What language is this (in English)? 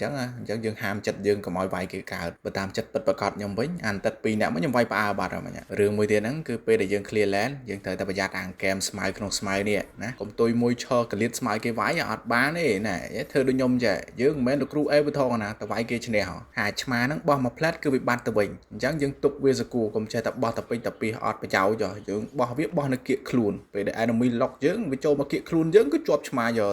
Khmer